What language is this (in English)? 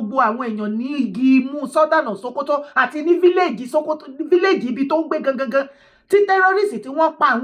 Yoruba